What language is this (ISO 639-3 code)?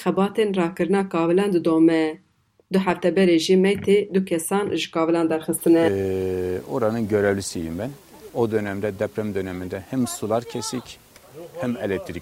kur